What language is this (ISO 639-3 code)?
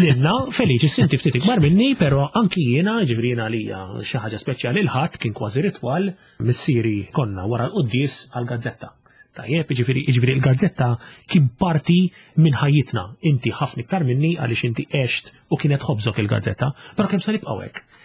mlt